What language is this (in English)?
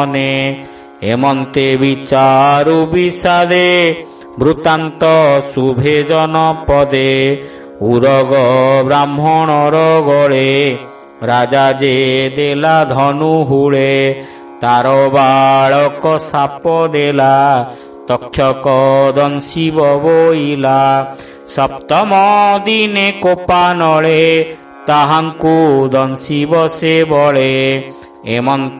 Odia